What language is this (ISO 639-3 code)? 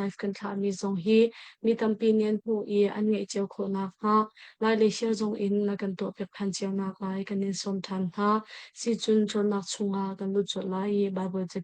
cnh